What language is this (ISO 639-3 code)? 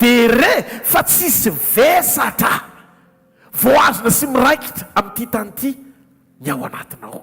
mlg